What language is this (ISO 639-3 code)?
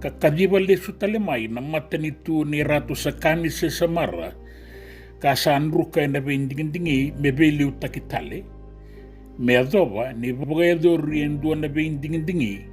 fij